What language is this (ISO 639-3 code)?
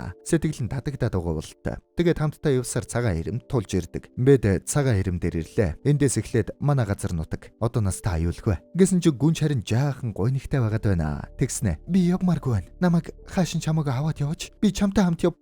mon